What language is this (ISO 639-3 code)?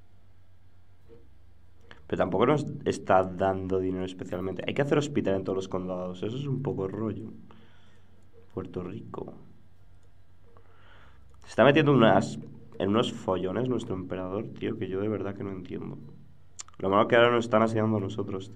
spa